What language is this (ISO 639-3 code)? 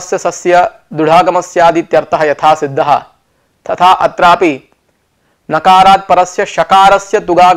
san